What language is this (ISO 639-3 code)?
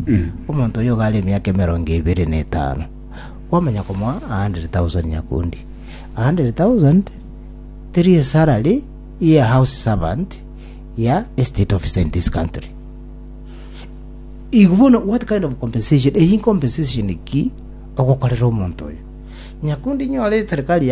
guz